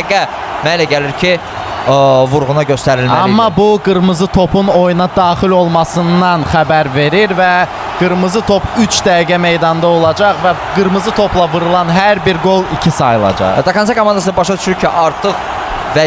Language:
Azerbaijani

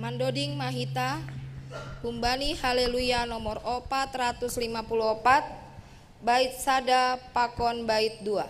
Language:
Batak Simalungun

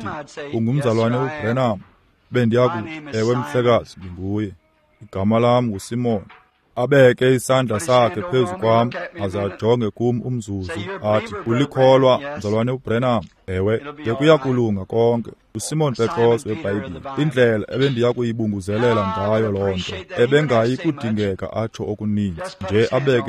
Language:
Xhosa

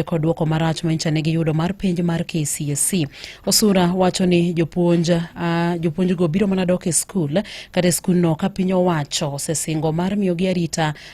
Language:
Luo (Kenya and Tanzania)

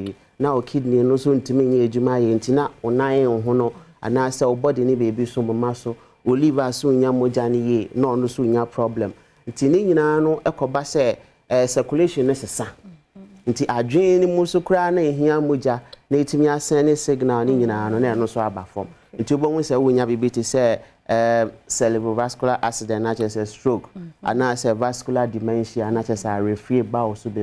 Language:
Akan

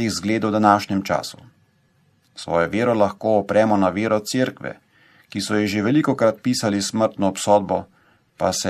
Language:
Slovenian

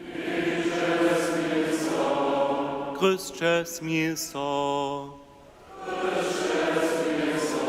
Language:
Upper Sorbian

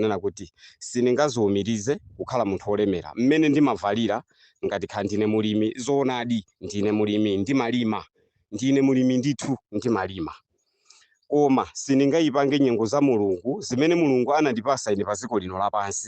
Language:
Nyanja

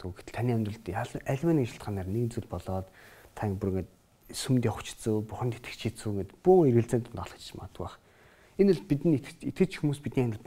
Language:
Mongolian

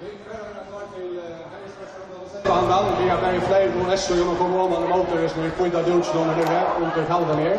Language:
Faroese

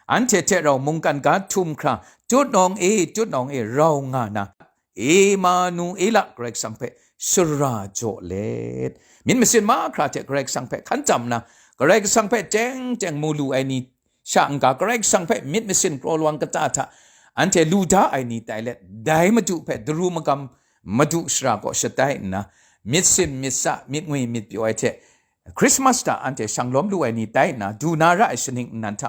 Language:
Kachin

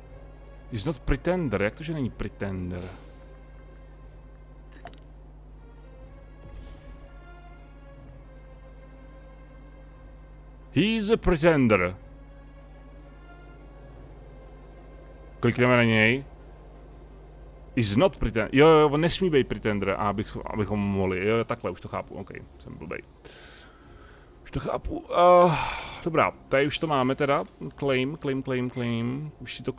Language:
Czech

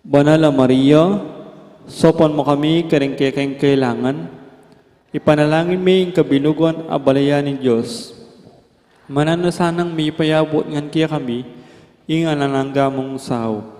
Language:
Pampanga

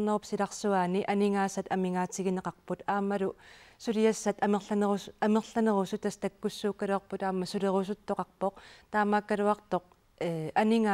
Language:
Kalaallisut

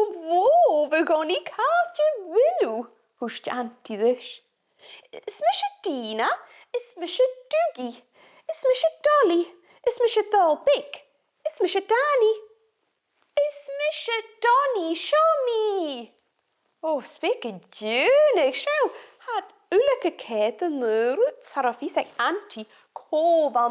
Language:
Scottish Gaelic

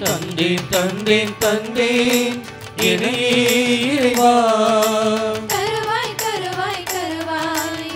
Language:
Tamil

